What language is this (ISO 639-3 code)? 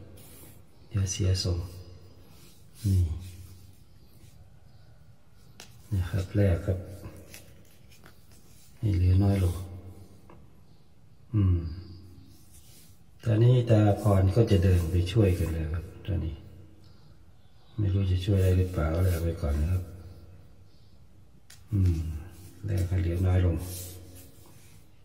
tha